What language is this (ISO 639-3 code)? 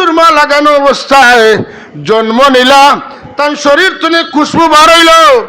syl